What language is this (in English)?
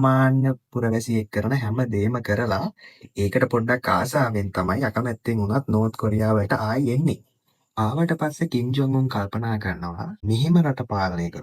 Sinhala